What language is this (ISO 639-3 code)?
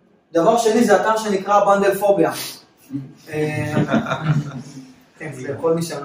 heb